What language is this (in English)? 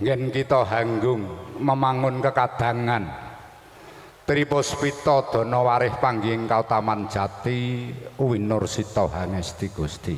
Javanese